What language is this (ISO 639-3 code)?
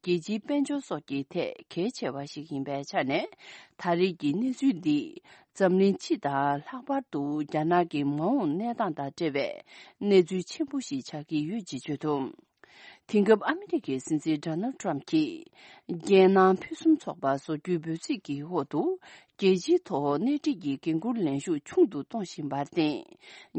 bod